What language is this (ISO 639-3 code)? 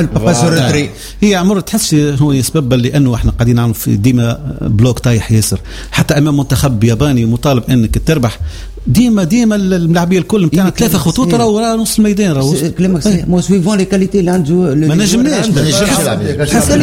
aeb